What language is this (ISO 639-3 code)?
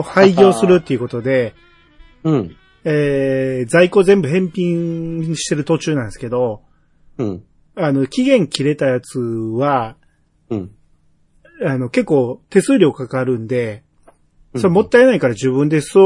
jpn